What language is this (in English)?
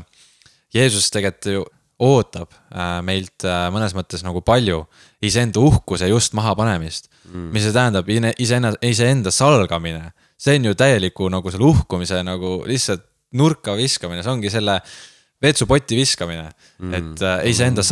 Estonian